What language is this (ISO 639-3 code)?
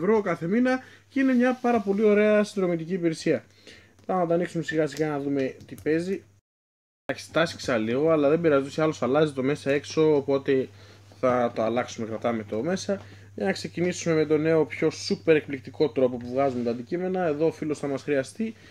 ell